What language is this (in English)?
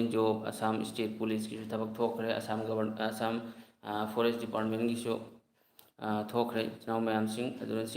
Manipuri